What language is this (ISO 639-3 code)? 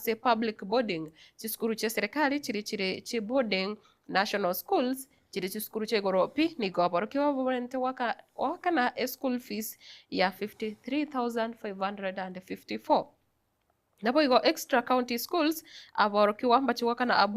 guz